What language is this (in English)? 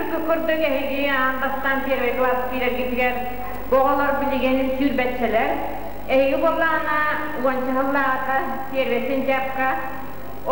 Yakut